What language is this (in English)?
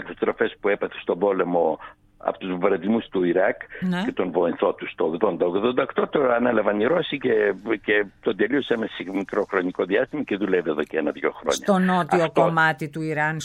Greek